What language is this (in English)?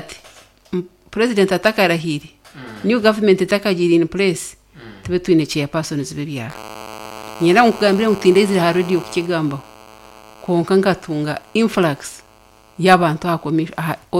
Nyankole